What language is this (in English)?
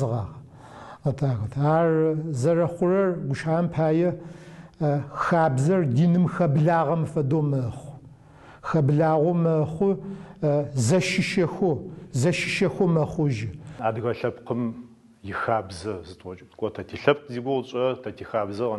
Adyghe